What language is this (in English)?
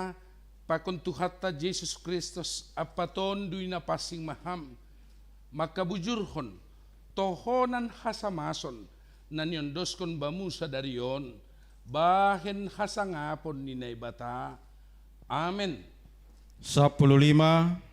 Batak Simalungun